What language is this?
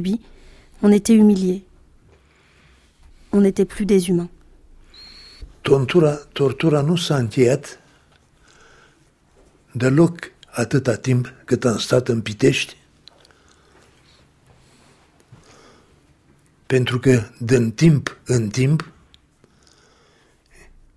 French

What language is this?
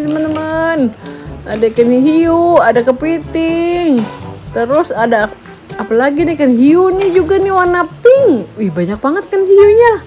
Indonesian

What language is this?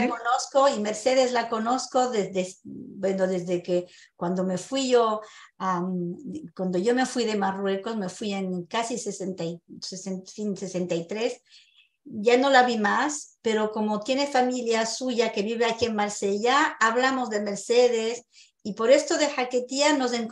Ladino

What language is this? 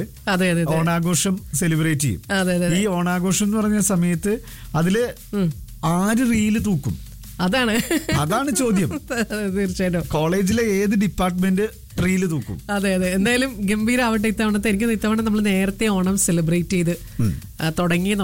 Malayalam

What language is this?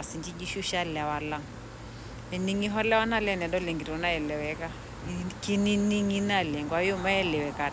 Masai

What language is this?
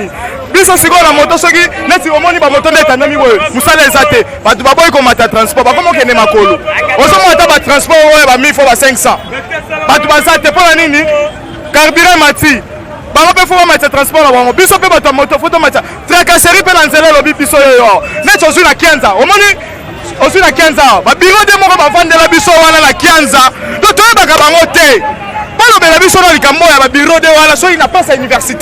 Lingala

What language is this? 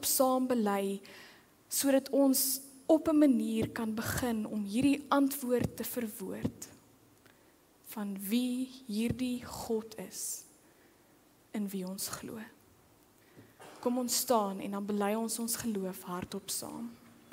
Afrikaans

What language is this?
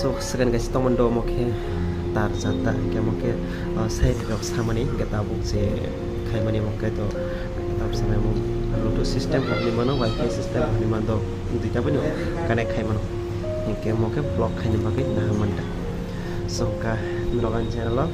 Kok Borok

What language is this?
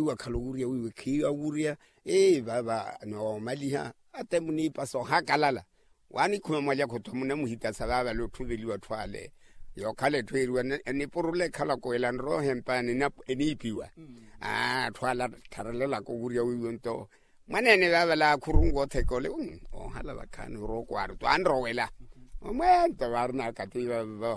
Makhuwa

